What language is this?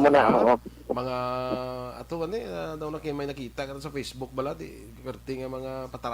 Hiligaynon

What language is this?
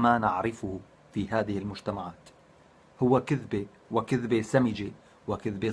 North Levantine Arabic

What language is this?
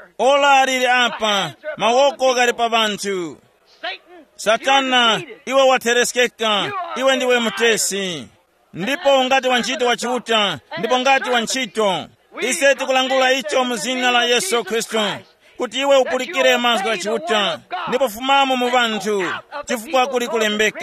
Tumbuka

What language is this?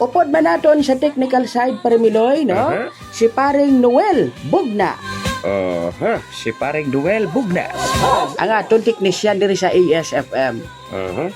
Hiligaynon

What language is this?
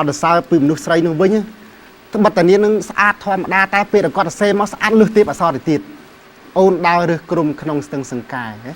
Khmer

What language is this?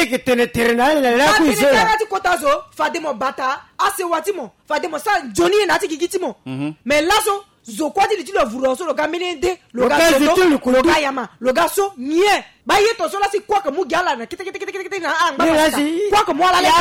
Sango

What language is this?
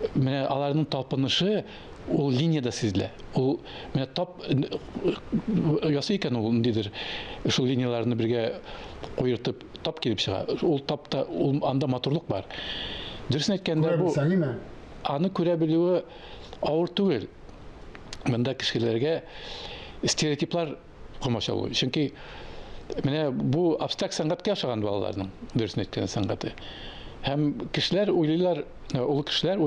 Tatar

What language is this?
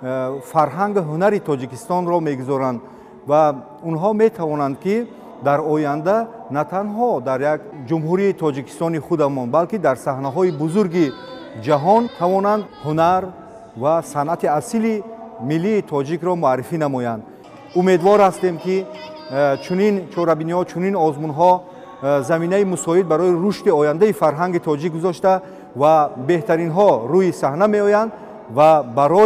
Tajik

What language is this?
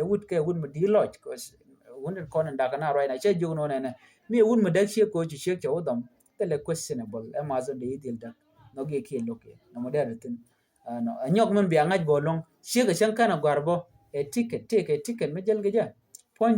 Nuer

